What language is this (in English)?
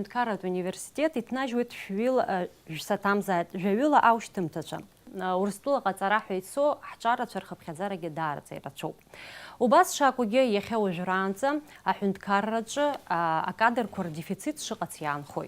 Abkhazian